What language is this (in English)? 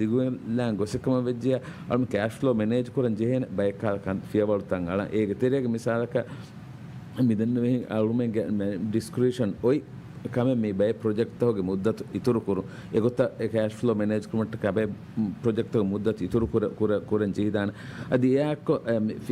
Divehi